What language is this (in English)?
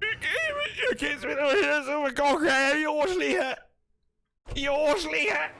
Bavarian